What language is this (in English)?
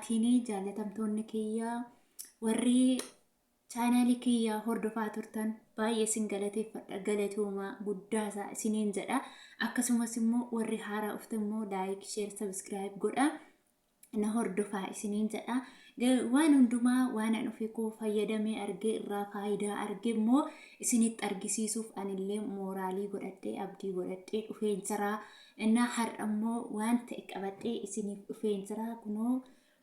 Oromo